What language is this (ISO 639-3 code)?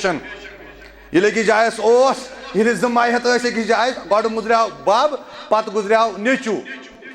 kas